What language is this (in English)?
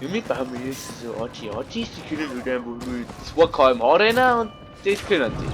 Bavarian